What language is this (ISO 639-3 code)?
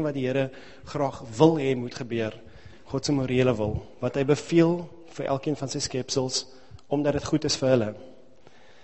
afr